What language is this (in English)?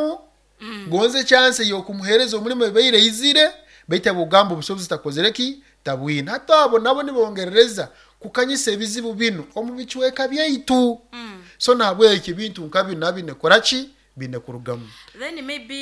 Nyoro